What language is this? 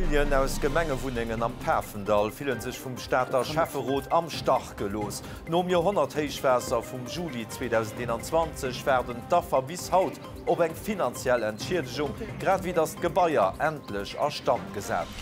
Luxembourgish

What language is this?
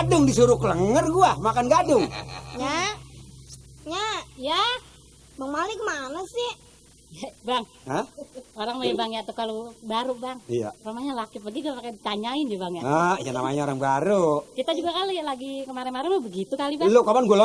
Betawi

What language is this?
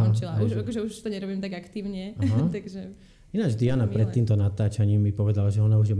Slovak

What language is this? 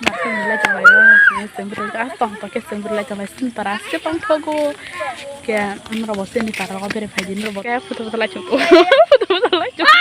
Kok Borok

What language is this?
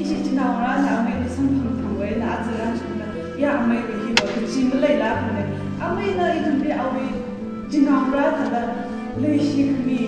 Tangkhul Naga (India)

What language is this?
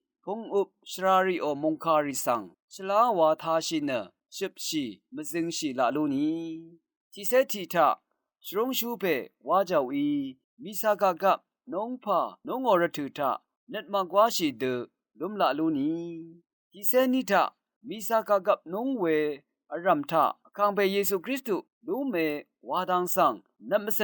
Rawang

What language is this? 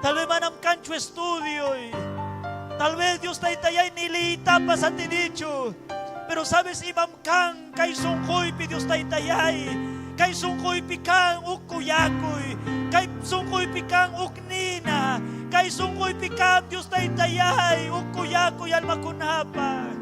Ayacucho Quechua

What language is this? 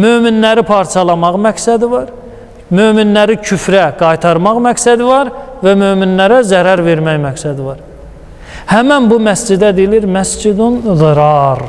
Azerbaijani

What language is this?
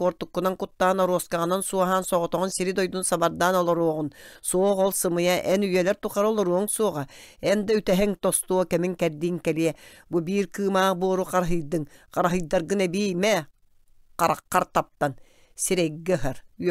Yakut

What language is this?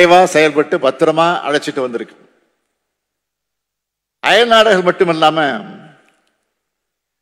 Tamil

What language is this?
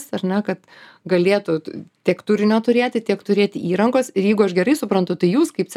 Lithuanian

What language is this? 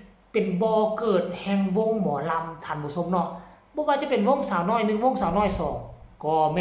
Northeastern Thai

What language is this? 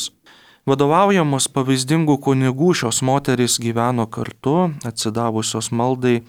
Lithuanian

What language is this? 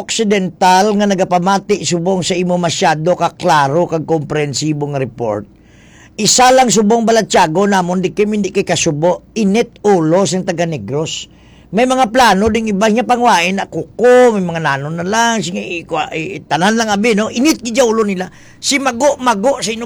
Hiligaynon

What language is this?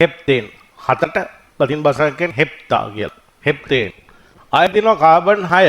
Sinhala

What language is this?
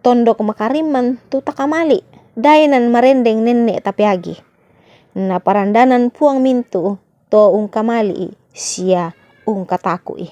Toraja-Sa'dan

